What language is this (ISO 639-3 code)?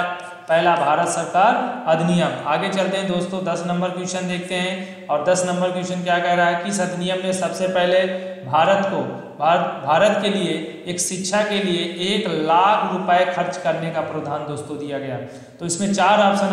hin